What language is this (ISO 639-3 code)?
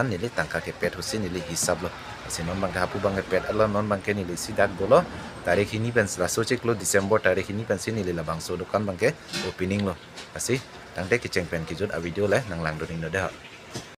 mjw